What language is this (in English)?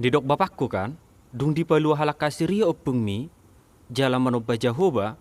Batak Toba